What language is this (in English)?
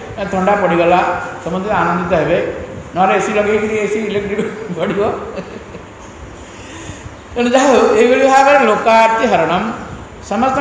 Odia